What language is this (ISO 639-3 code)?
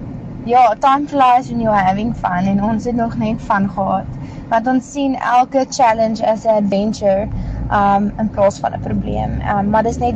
afr